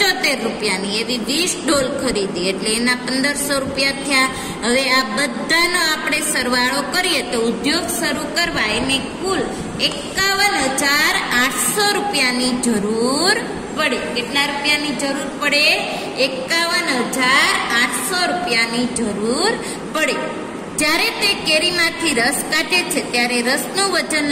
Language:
Gujarati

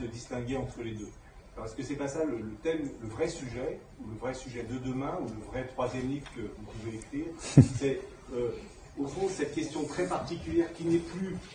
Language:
French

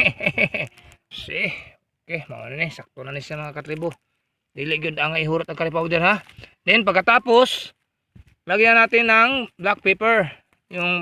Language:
Cebuano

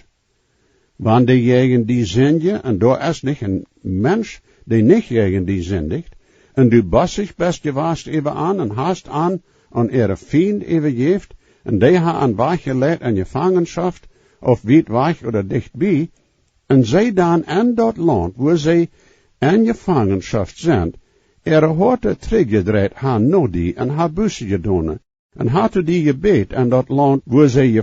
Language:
Plautdietsch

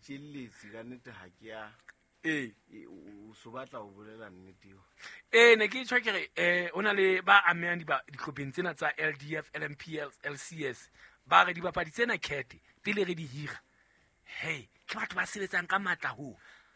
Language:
Southern Sotho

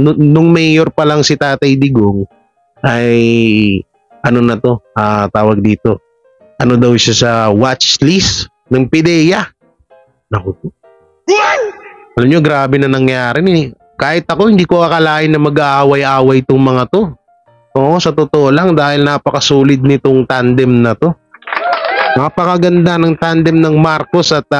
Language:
Filipino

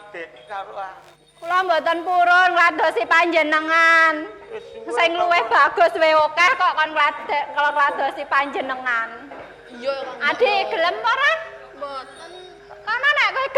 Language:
Javanese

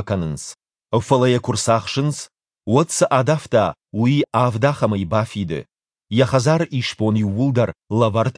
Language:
Ossetic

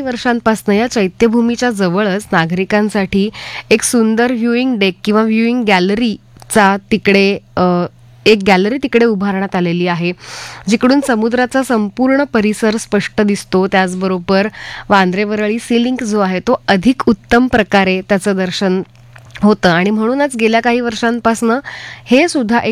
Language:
Marathi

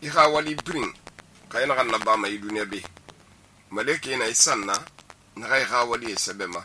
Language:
Susu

